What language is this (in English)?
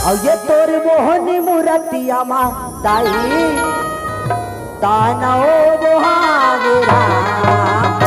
Chhattisgarhi